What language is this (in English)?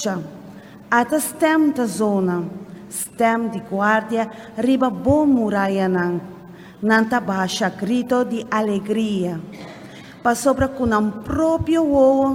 Papiamento